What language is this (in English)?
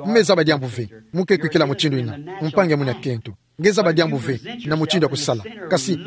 Kituba (Democratic Republic of Congo)